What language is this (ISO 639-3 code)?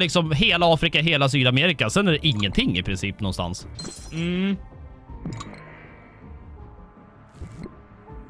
swe